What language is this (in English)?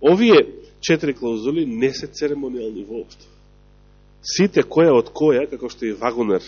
Macedonian